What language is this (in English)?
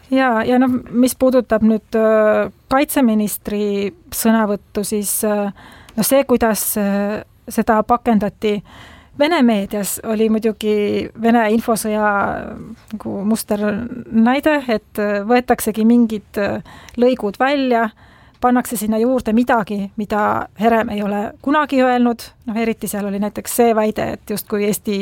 Estonian